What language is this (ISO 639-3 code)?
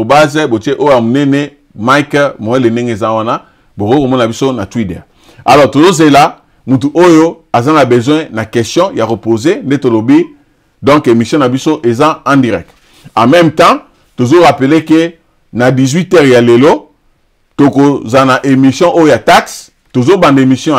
lin